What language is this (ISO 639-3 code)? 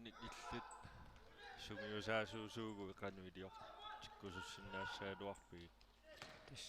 kal